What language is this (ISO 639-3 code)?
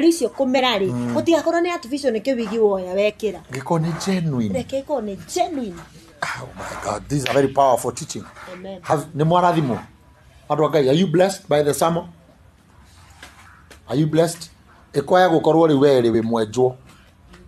kik